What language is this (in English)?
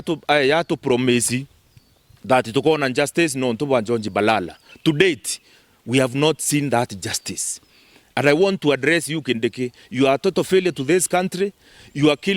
Meru